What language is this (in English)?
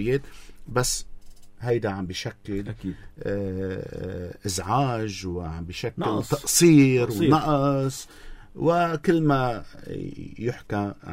North Levantine Arabic